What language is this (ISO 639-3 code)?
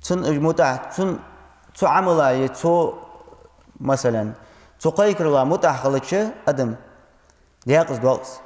inh